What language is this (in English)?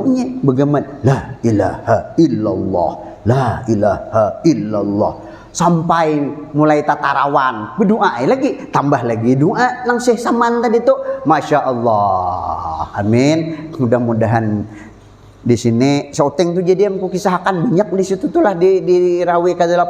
Banjar